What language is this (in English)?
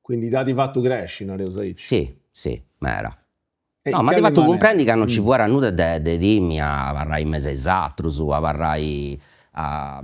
Sardinian